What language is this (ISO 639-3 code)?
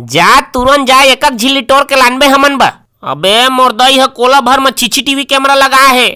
hne